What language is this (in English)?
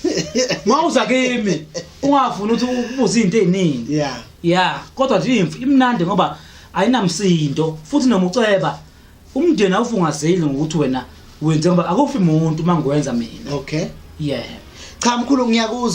Zulu